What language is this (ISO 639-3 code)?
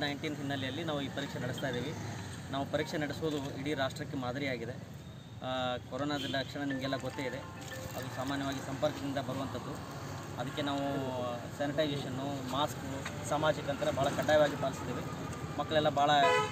kan